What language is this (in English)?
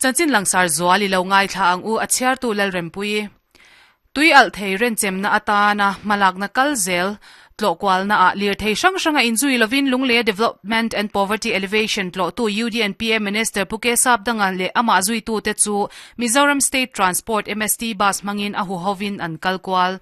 Mizo